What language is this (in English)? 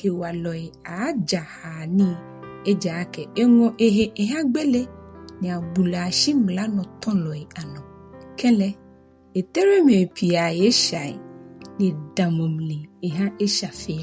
Ga